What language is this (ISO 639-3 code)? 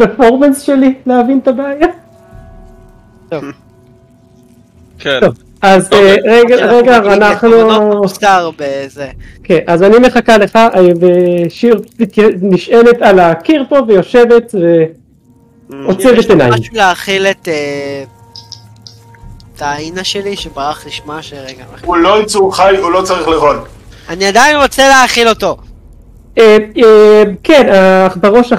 heb